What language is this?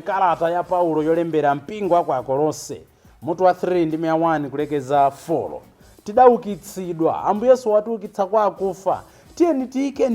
Nyanja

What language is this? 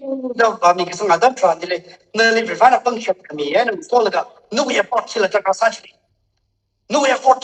Tangkhul Naga (India)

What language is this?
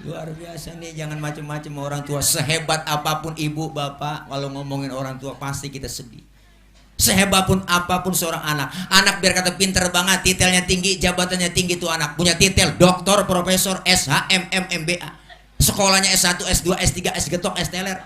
Betawi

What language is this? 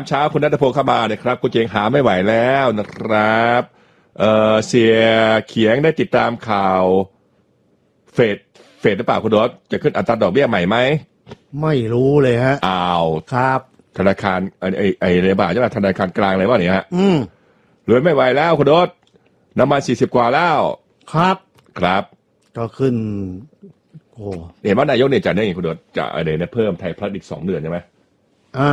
Thai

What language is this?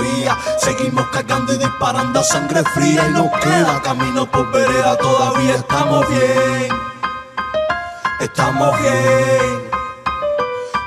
Spanish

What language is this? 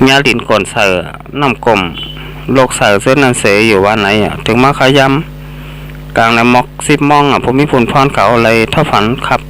Shan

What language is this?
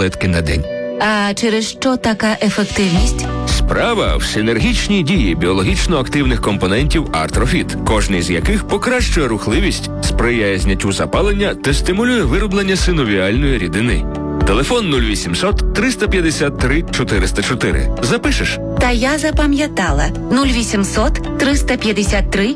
Ukrainian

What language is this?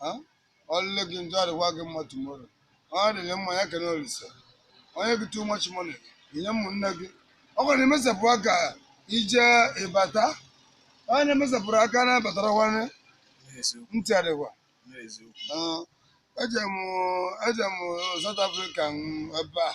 Igbo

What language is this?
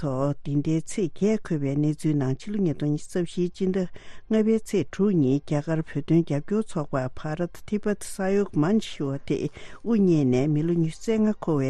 Tibetan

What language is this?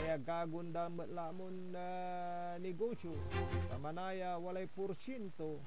Pangasinan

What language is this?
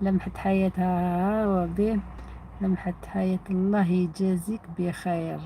Algerian Arabic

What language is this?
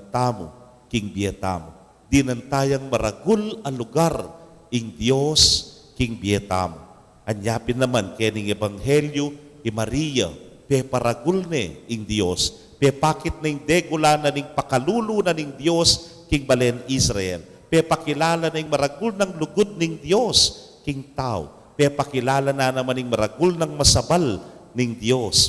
Pampanga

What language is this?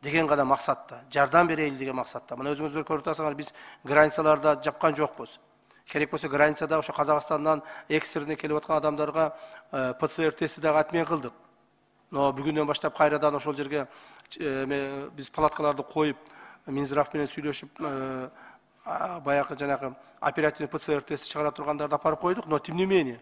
Kyrgyz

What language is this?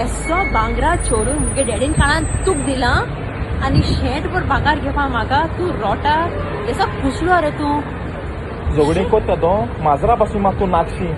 Konkani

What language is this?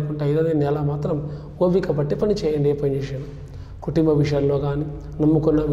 Telugu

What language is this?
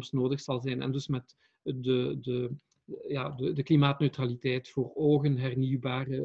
Dutch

